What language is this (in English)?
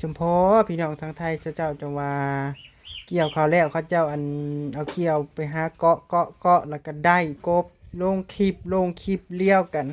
Northeastern Thai